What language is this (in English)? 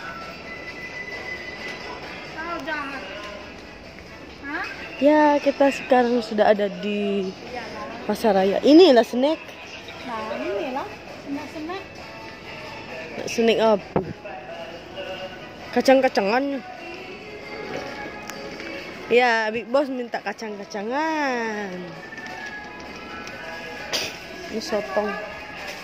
Malay